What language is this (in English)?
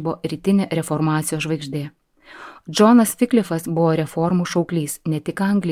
Lithuanian